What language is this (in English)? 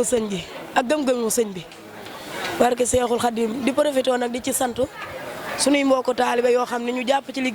Wolof